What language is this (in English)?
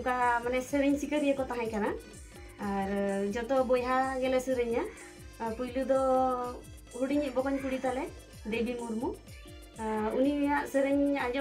Santali